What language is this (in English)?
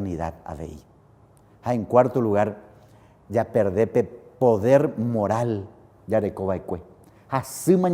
Guarani